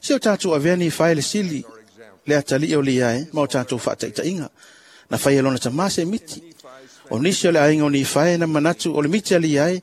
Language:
Samoan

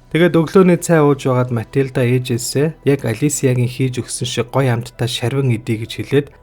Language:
Mongolian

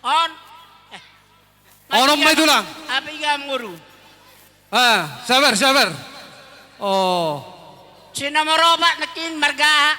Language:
Batak Toba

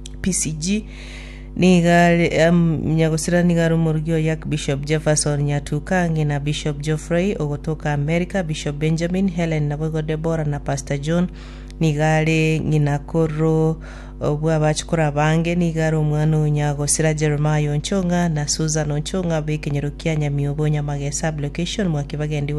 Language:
Gusii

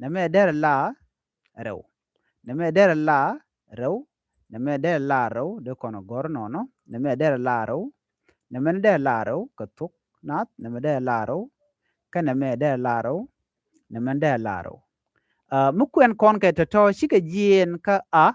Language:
Nuer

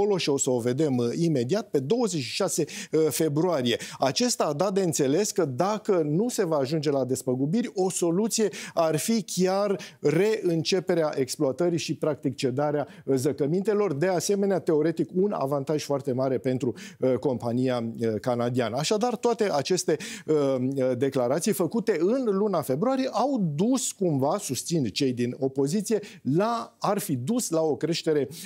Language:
Romanian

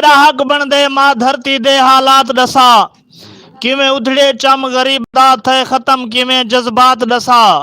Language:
Western Panjabi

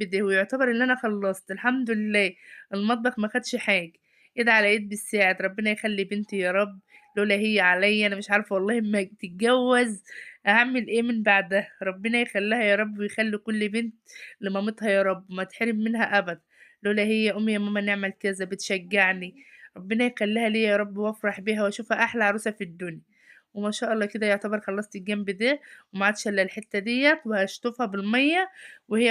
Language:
Egyptian Arabic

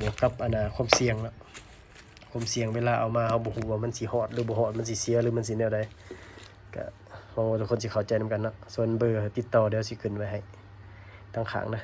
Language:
Lao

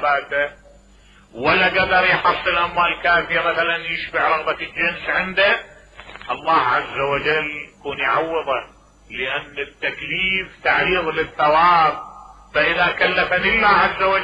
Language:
Mesopotamian Arabic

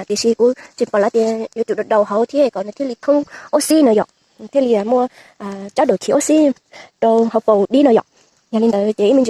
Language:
Hmong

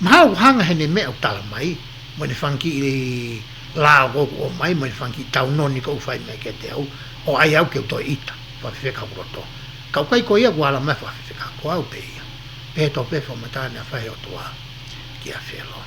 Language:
Tongan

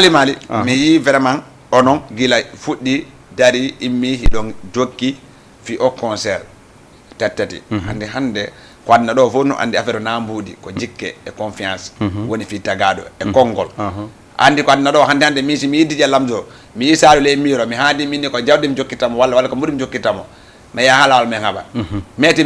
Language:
Fula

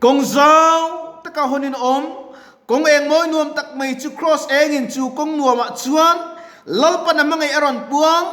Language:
Mizo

